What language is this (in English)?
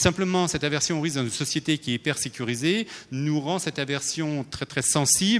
French